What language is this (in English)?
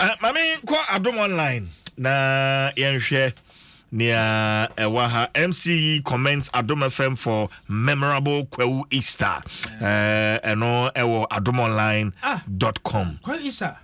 Akan